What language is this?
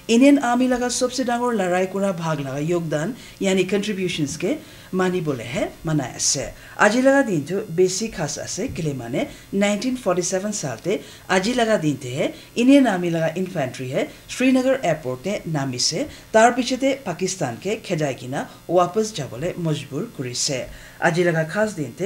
Naga Pidgin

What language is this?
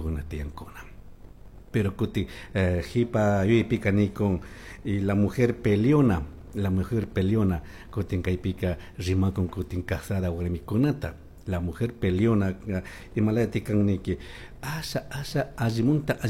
Chimborazo Highland Quichua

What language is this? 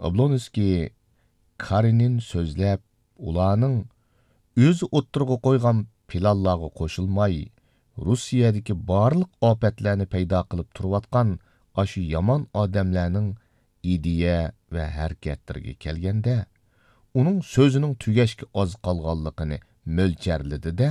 Uyghur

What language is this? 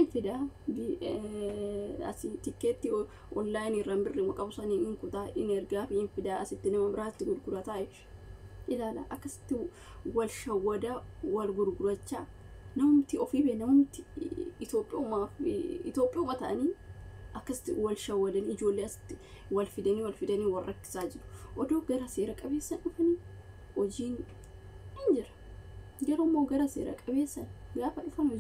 Oromo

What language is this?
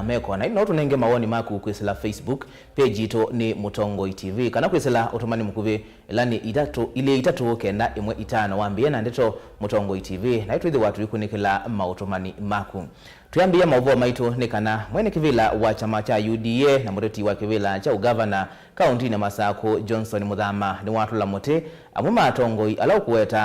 Kamba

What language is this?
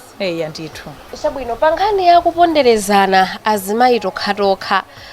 Nyanja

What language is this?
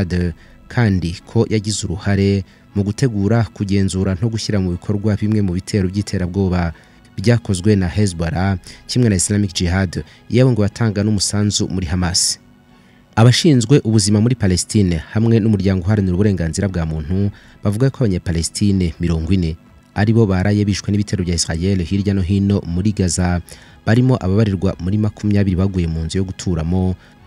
Kinyarwanda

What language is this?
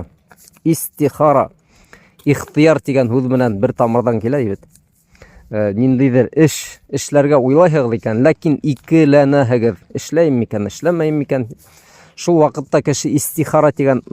Bashkir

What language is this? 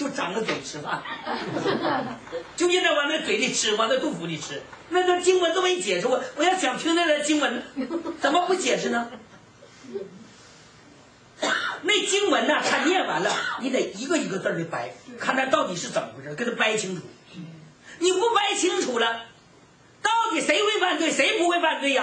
Chinese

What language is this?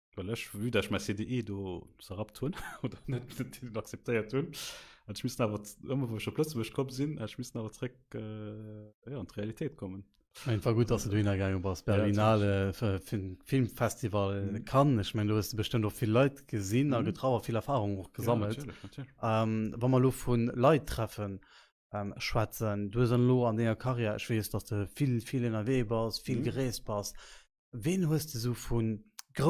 Luxembourgish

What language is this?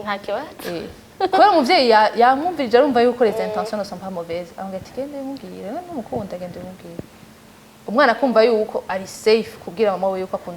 Rundi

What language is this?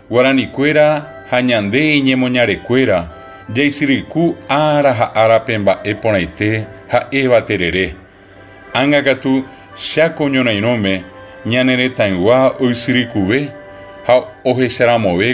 Guarani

